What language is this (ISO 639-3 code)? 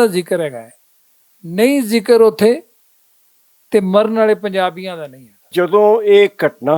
lah